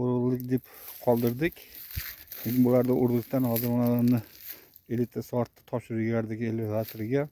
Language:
Uzbek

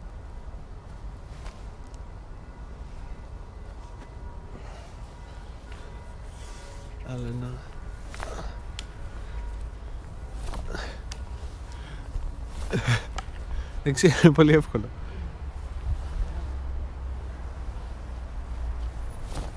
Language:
Greek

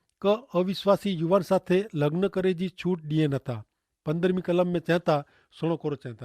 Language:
Kachhi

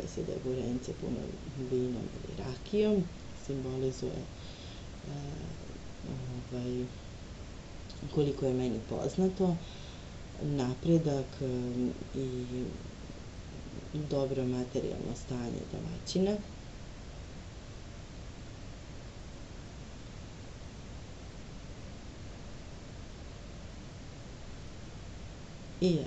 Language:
Serbian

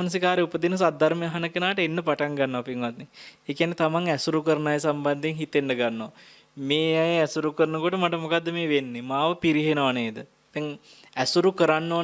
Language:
Sinhala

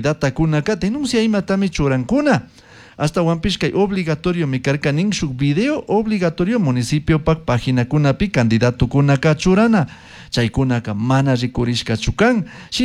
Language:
Chimborazo Highland Quichua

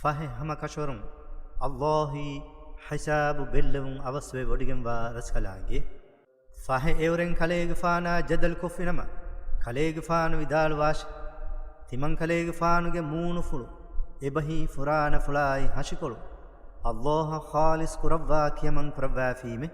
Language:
Divehi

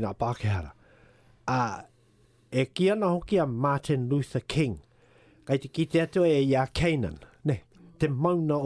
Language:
Māori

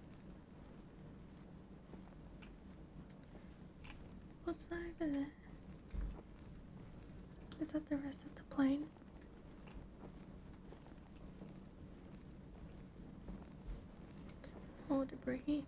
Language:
English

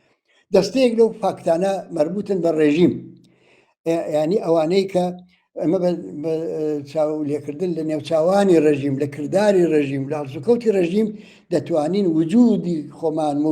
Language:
Central Kurdish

